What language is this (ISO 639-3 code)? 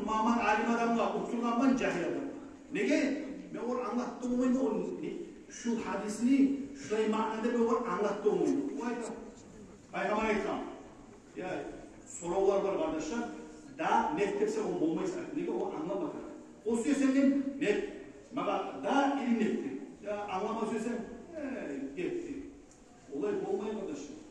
kum